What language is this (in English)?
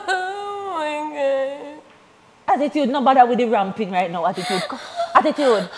Jamaican Creole English